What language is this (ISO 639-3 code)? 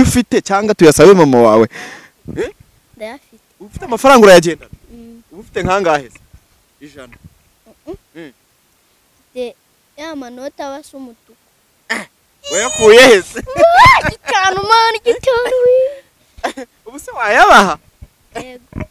kin